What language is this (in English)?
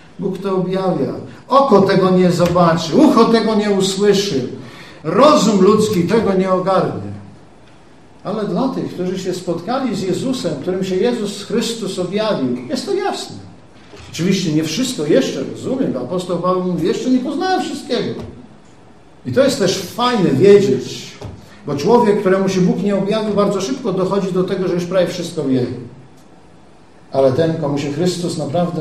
Polish